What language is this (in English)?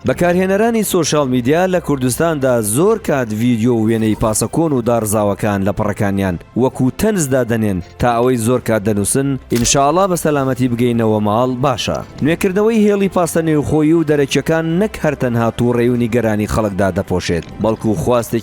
Central Kurdish